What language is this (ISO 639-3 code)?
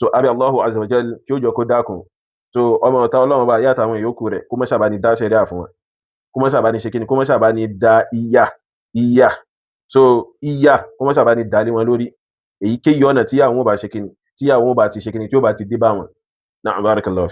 yor